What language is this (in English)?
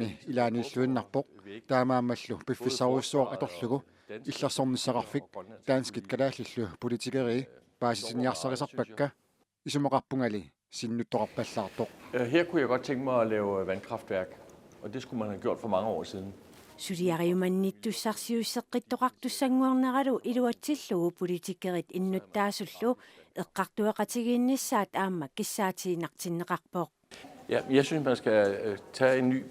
Kalaallisut